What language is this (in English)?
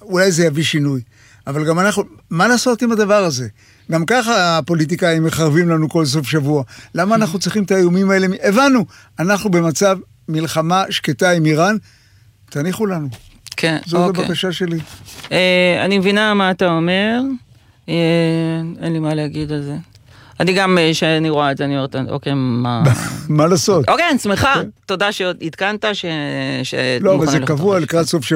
Hebrew